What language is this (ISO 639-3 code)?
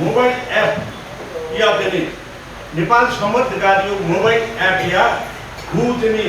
new